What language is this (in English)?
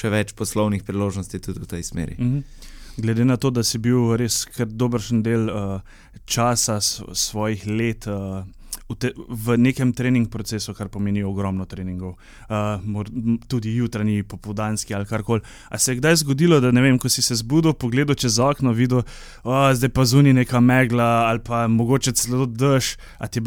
Slovenian